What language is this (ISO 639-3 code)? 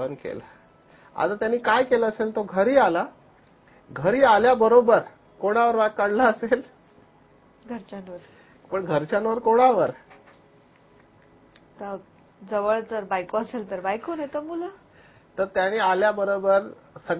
mar